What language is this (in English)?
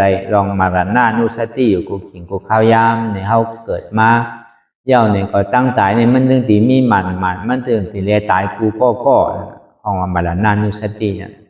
Shan